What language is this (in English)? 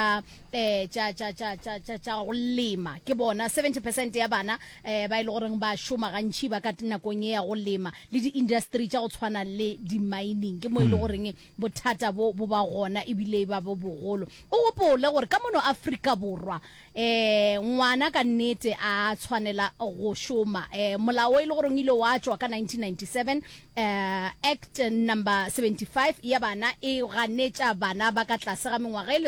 Northern Sotho